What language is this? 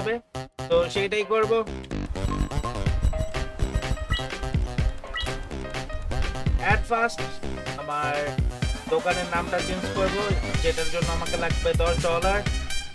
Bangla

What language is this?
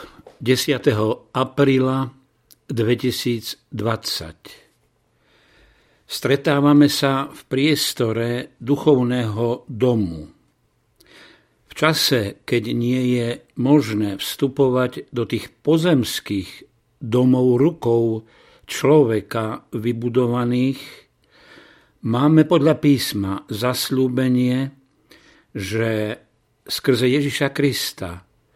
Slovak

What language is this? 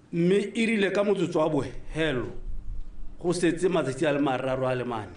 Tswana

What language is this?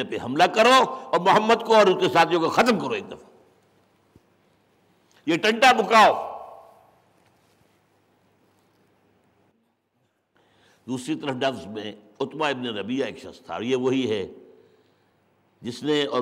Urdu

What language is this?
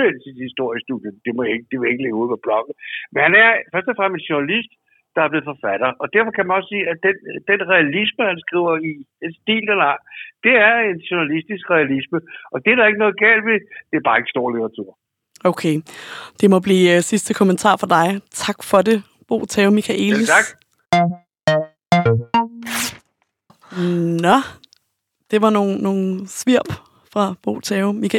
Danish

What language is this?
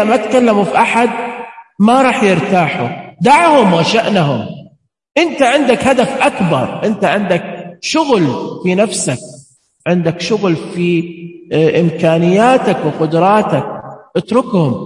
Najdi Arabic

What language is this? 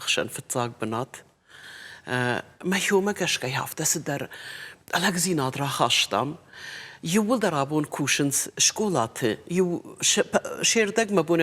Ossetic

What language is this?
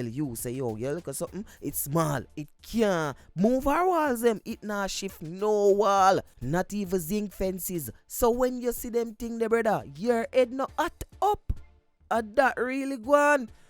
Jamaican Creole English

